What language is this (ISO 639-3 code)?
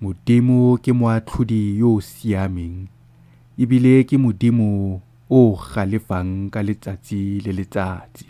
tsn